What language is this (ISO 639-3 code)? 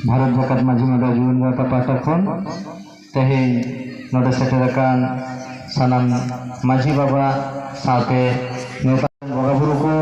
sat